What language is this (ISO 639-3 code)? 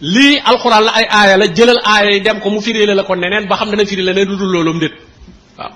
wol